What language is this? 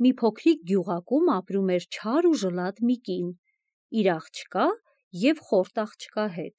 Armenian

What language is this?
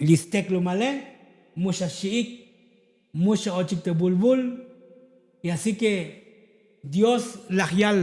Tzotzil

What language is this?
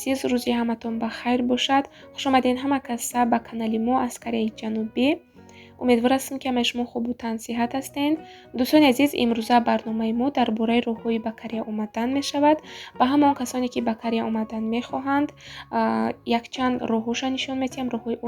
Tajik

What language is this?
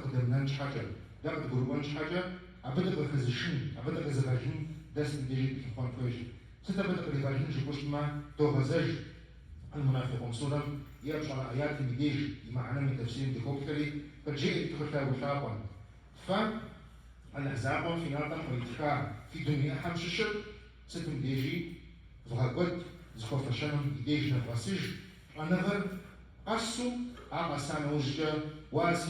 Kabardian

